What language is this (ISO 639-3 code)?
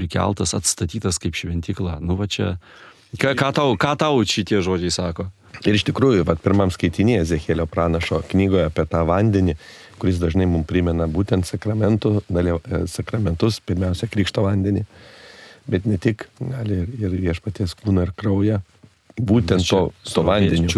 lit